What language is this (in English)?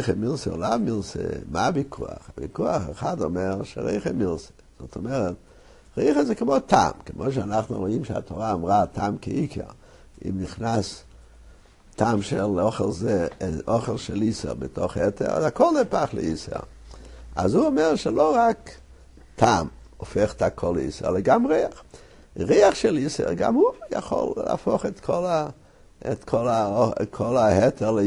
Hebrew